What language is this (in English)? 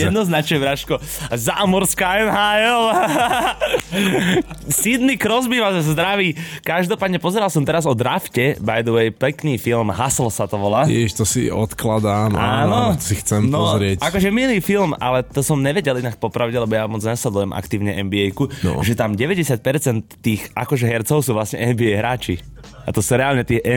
Slovak